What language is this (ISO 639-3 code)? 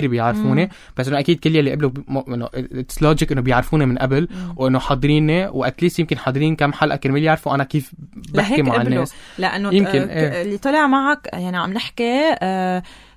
apc